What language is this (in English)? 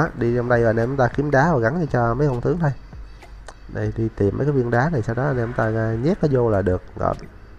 Vietnamese